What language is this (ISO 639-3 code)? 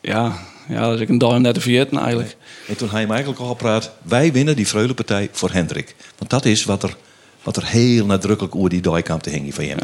fry